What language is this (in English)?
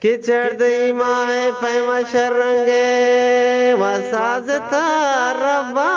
Eastern Balochi